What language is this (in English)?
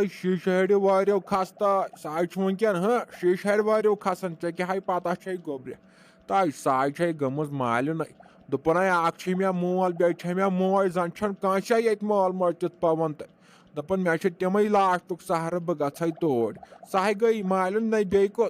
Kashmiri